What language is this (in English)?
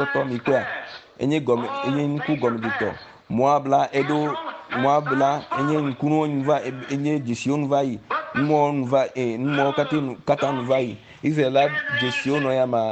Ewe